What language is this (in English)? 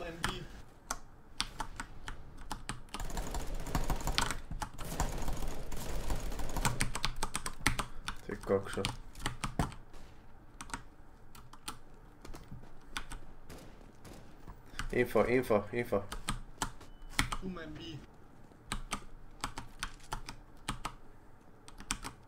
Slovak